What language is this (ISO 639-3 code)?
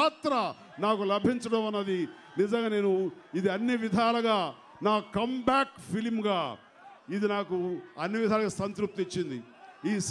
tel